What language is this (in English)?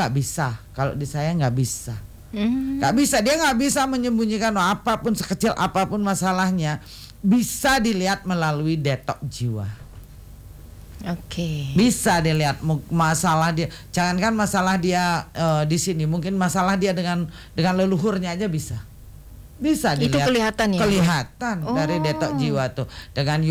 Indonesian